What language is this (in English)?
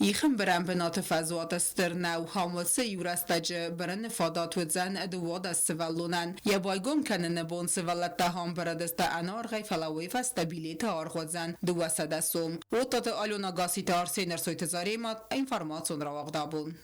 Ossetic